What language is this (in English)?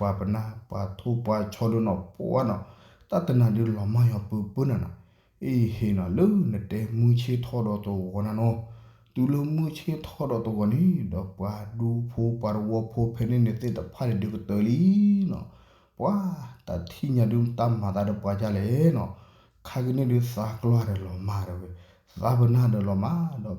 S'gaw Karen